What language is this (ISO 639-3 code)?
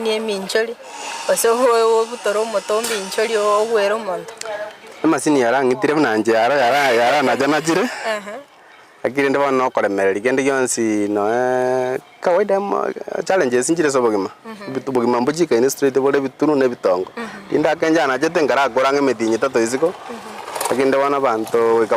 guz